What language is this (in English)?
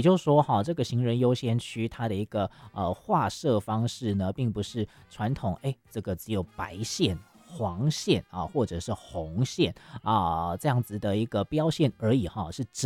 Chinese